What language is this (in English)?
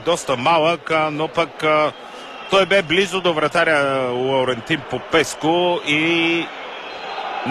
Bulgarian